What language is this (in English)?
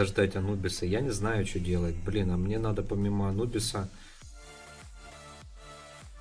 Russian